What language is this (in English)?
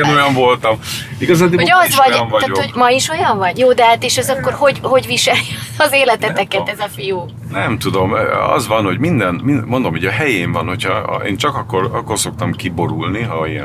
Hungarian